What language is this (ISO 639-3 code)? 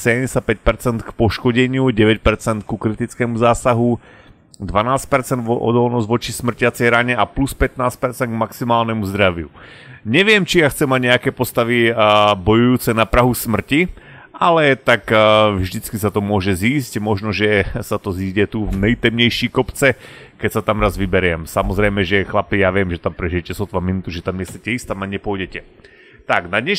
slk